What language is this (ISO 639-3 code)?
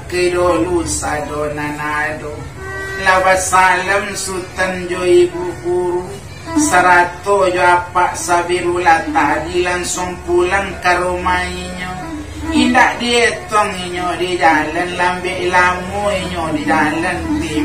min